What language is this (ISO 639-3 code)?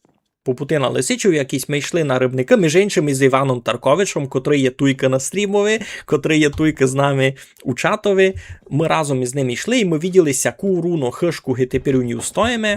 rue